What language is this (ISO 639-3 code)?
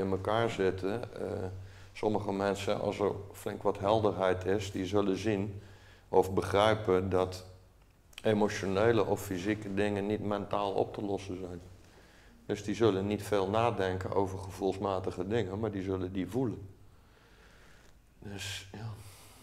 nld